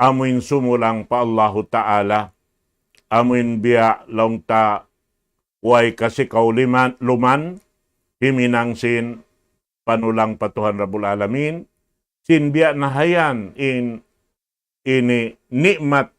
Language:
Tausug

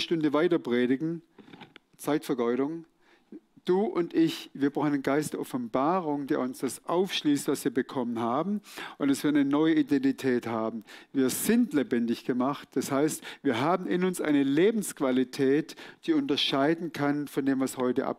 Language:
Swiss German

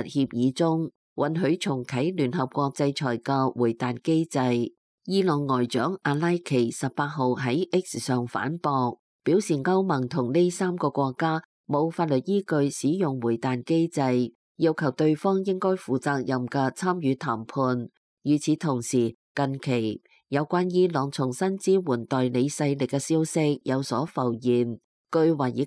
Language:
Cantonese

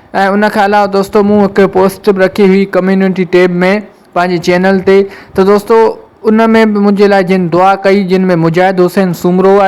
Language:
Sindhi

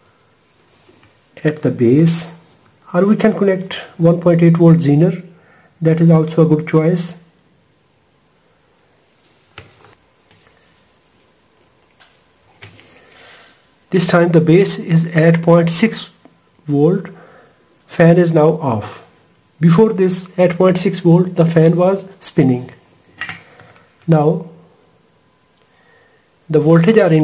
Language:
English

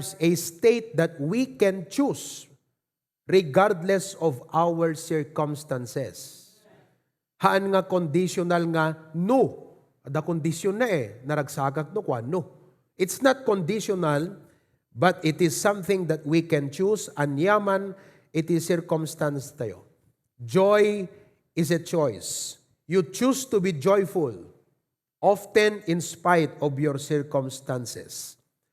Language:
Iloko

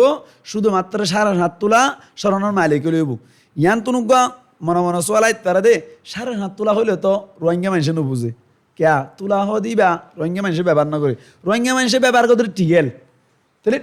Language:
Rohingya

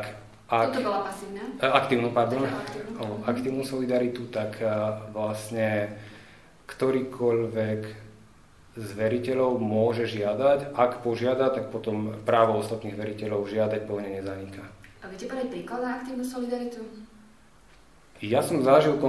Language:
Slovak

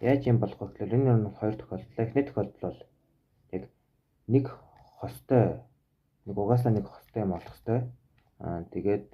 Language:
Mongolian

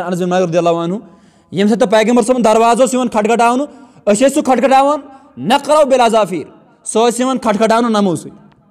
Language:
Kashmiri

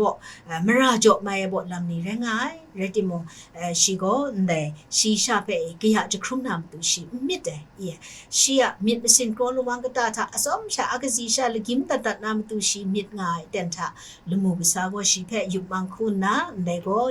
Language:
Kachin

